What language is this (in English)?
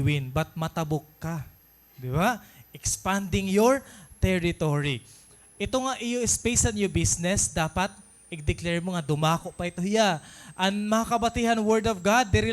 Waray